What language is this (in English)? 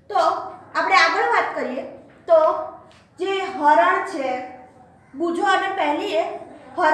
Gujarati